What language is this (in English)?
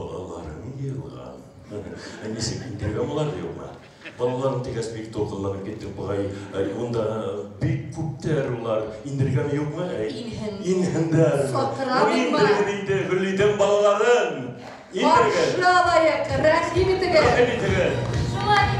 Bashkir